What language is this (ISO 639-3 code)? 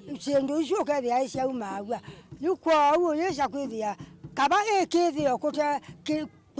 kam